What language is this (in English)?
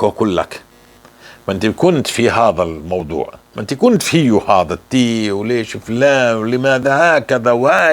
North Levantine Arabic